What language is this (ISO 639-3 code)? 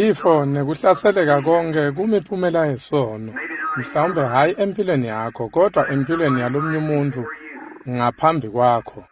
ssw